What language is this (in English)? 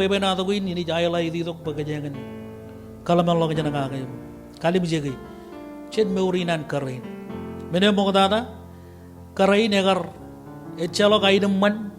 Marshallese